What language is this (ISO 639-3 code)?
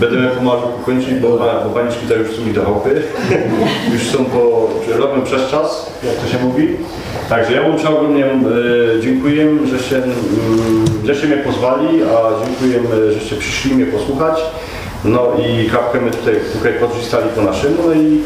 szl